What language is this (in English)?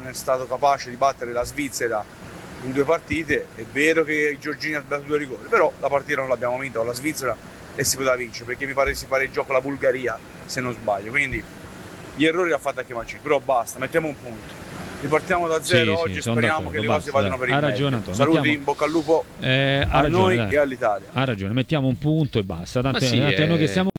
Italian